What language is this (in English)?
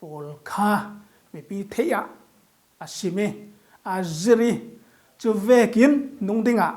Falam Chin